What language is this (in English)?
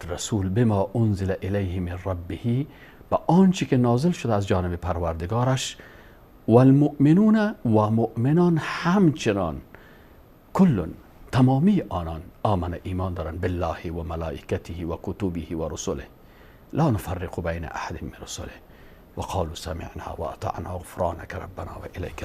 Persian